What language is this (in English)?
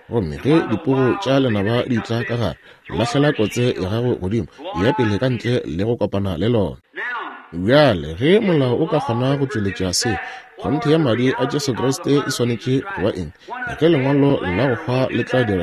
Northern Sotho